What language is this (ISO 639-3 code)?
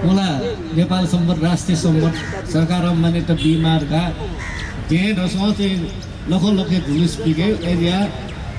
new